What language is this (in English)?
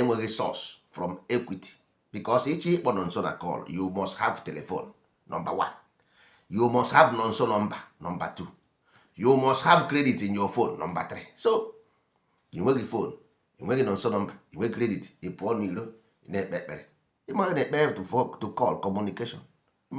Igbo